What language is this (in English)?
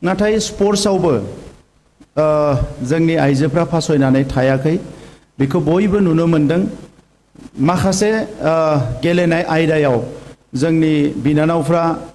Bodo